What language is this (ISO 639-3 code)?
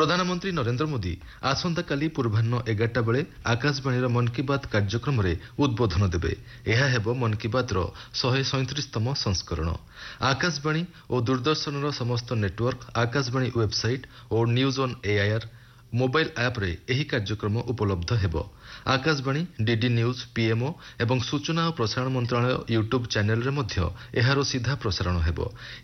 ori